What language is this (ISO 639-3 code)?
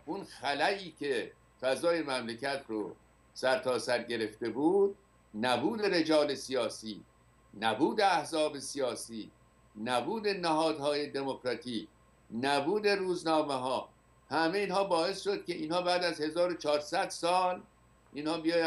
fas